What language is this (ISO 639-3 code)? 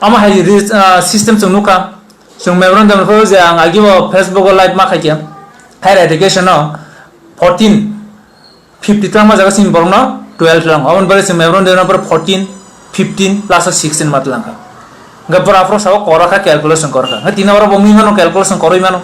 trp